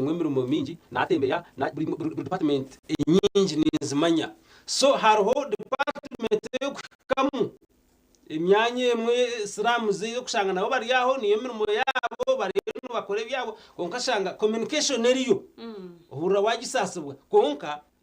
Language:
Nyankole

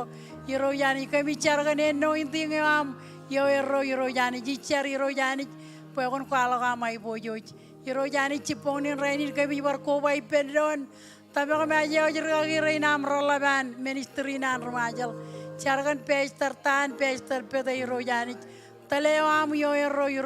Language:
Marshallese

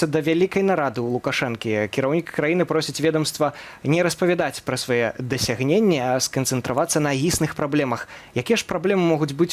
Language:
Belarusian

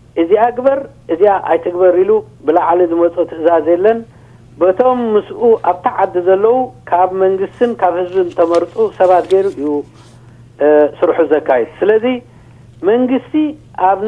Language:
Tigrinya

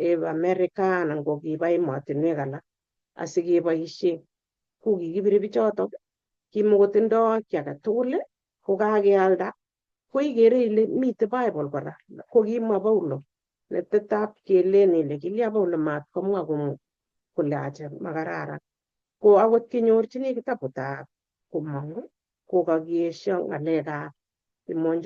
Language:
Kalenjin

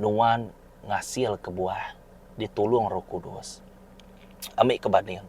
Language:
Iban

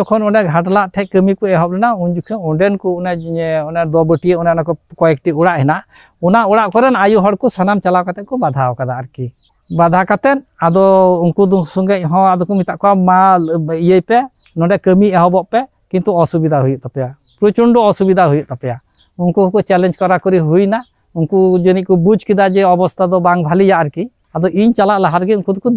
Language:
Santali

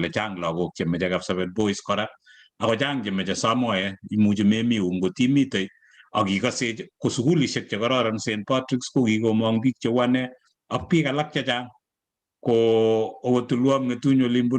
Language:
Kalenjin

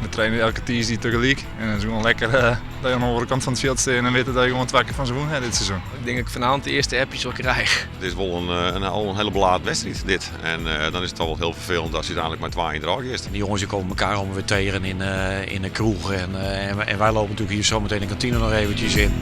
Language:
Western Frisian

